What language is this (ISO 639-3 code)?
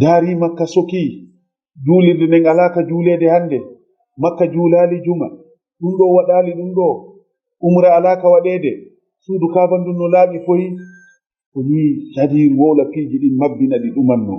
ful